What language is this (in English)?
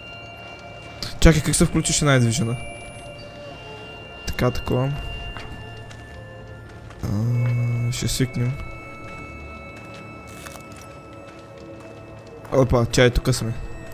Bulgarian